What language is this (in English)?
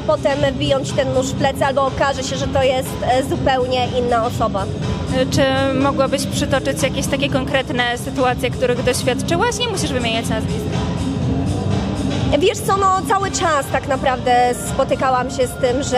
Polish